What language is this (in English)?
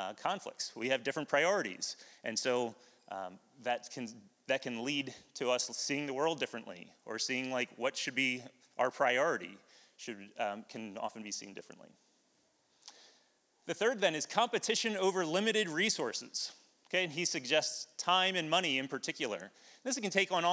English